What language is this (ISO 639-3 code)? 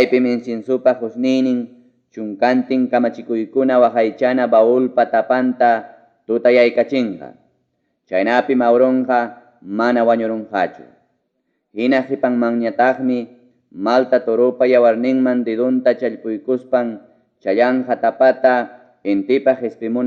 quy